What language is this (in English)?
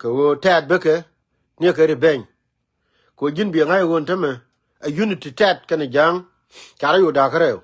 Nuer